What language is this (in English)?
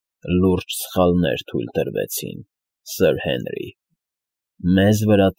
Armenian